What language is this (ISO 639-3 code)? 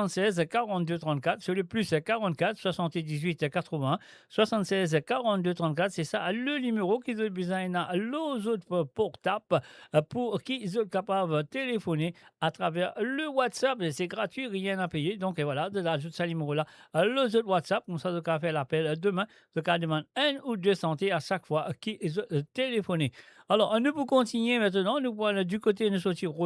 mfe